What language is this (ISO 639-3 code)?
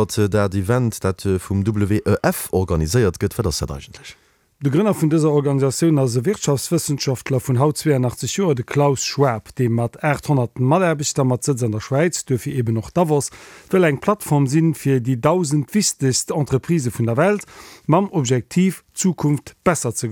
ltz